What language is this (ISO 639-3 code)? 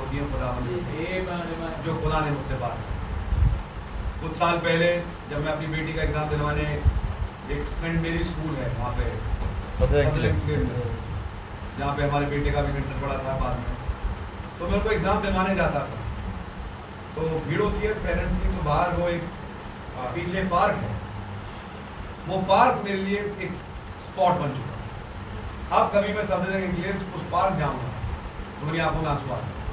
hin